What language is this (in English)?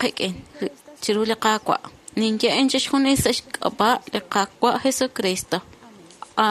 Kekchí